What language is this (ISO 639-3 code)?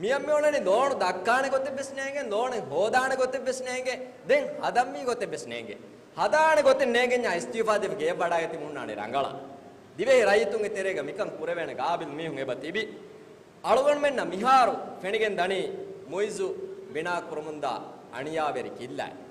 div